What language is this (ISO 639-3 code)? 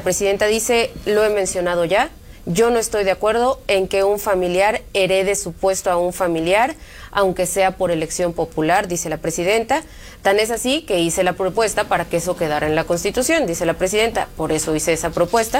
spa